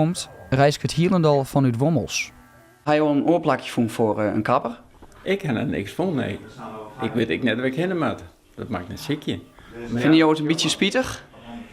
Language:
Western Frisian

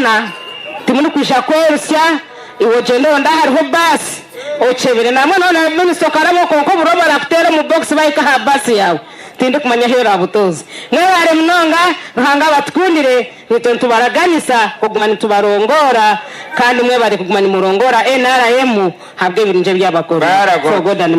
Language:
Nyankole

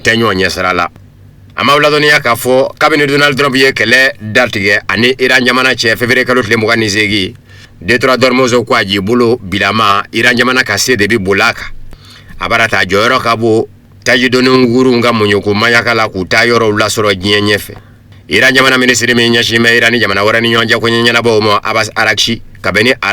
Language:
Bambara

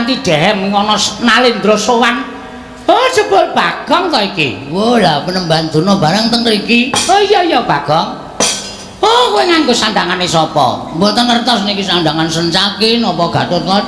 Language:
Javanese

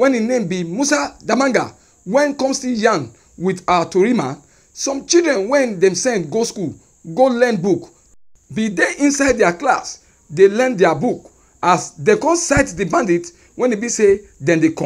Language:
Nigerian Pidgin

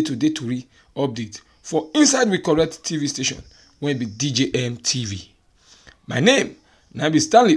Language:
Nigerian Pidgin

